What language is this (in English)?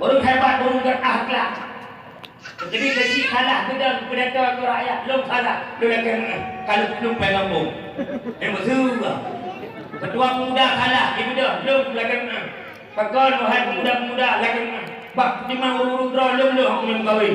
Achinese